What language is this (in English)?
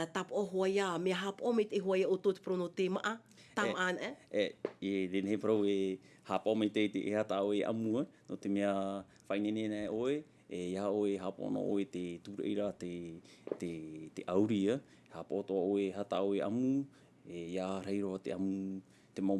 Tahitian